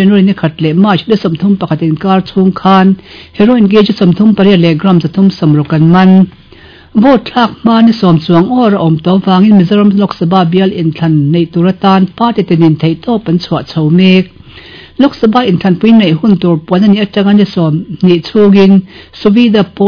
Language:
Mizo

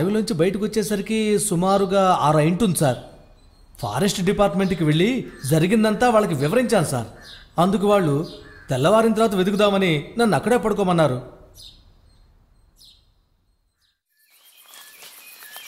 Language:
Telugu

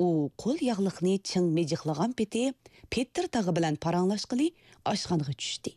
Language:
Uyghur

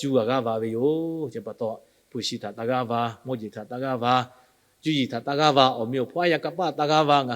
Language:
Lahu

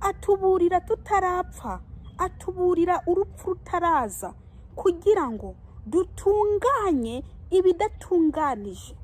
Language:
Rundi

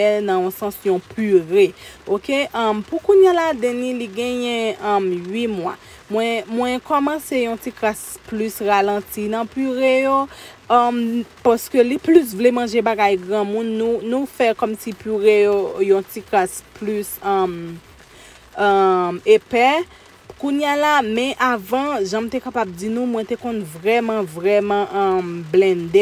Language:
Haitian Creole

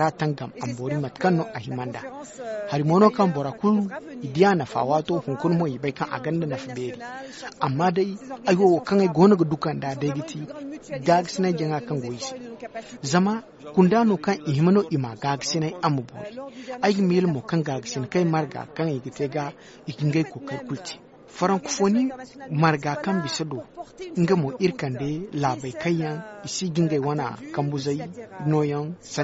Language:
Zarma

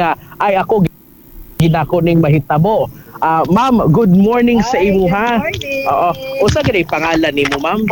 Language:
Cebuano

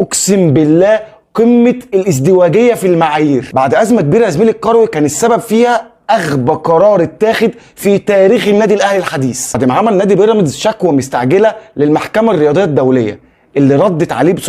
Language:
Egyptian Arabic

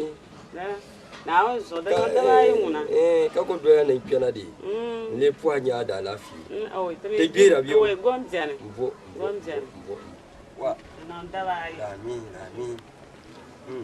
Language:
Dagbani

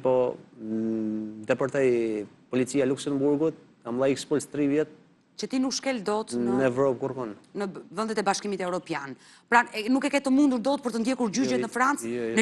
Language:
Albanian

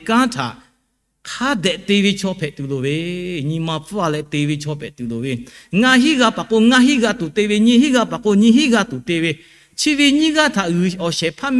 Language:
Lahu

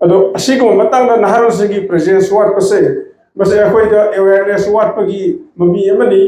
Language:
Manipuri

